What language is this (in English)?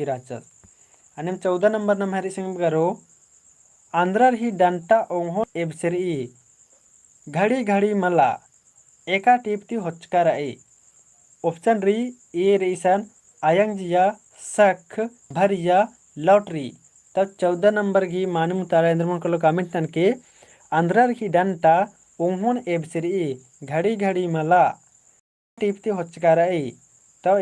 Kurukh